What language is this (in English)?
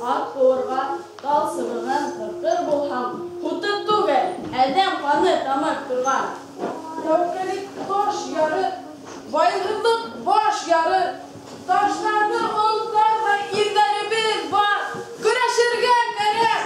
Bashkir